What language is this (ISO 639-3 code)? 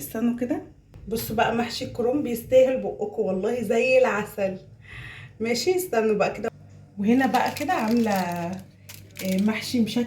arz